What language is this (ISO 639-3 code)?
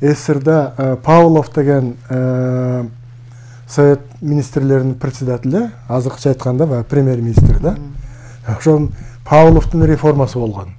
kir